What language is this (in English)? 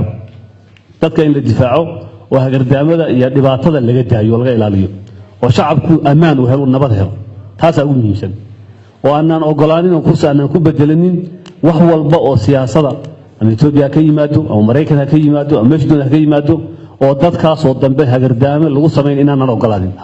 Somali